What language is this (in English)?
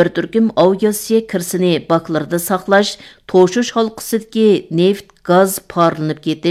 Uyghur